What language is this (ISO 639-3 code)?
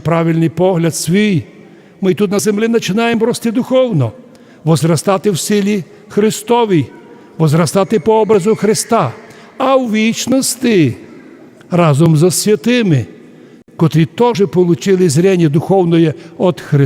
rue